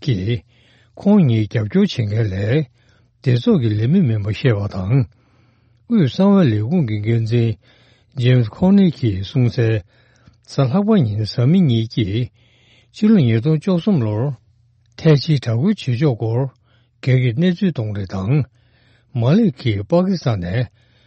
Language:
Tibetan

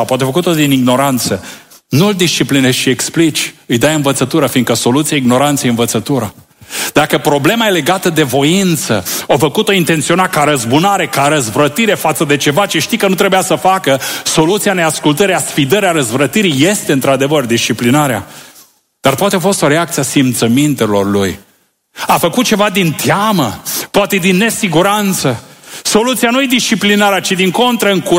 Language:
Romanian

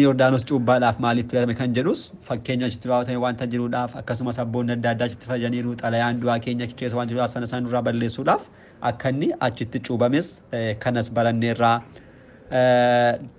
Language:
Oromo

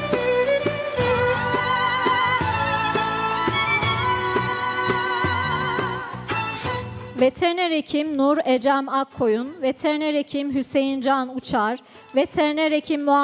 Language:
Turkish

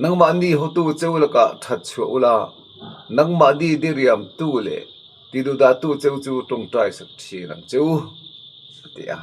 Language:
Mizo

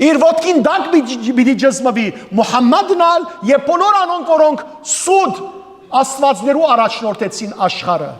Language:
Western Armenian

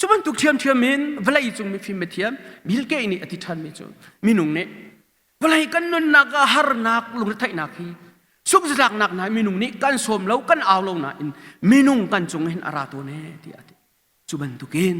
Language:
Hakha Chin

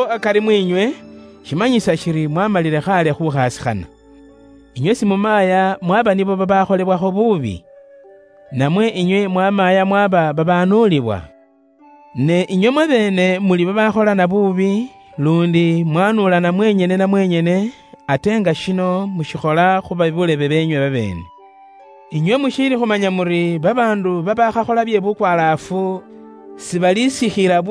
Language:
Luyia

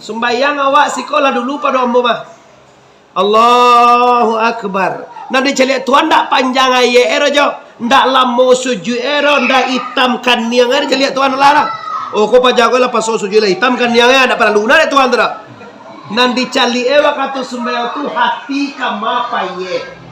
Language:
Minangkabau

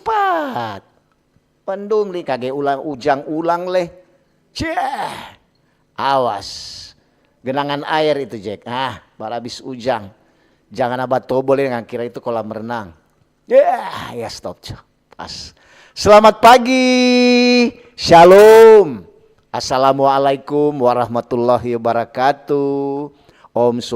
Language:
Manado Malay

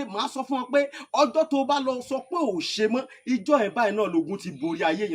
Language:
Yoruba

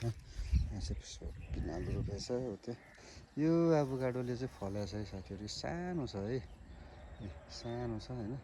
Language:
Nepali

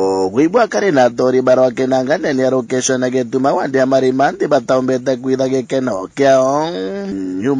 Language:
Meru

